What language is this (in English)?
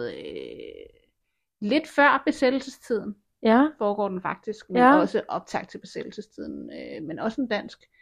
Danish